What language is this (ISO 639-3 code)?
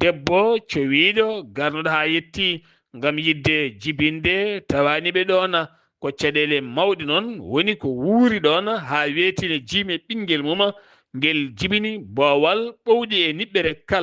ful